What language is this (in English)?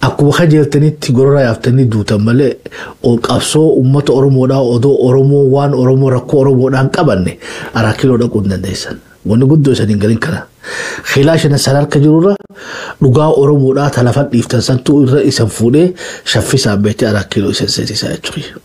Oromo